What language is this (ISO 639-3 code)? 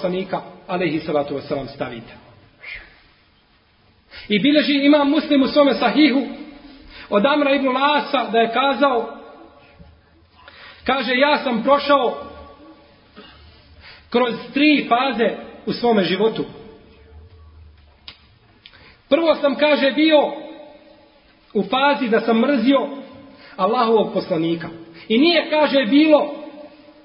bos